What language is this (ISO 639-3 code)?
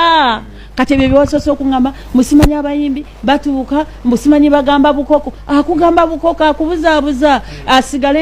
lug